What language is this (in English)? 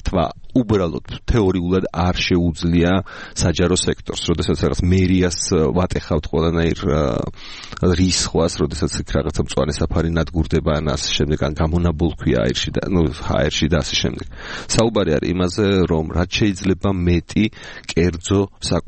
Georgian